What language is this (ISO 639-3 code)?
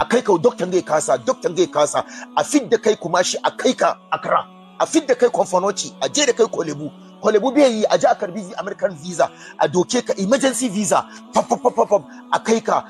hau